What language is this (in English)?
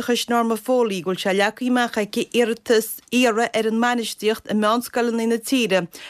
Irish